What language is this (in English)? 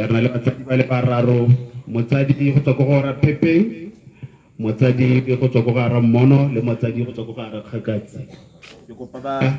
Tswana